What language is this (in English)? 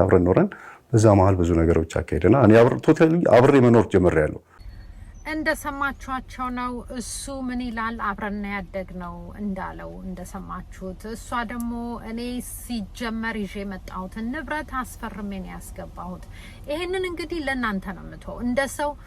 Amharic